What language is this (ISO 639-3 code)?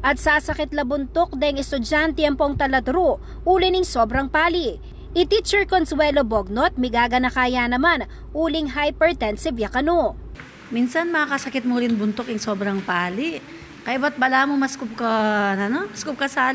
pam